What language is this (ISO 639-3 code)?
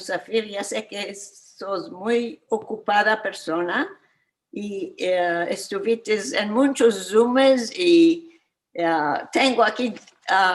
lad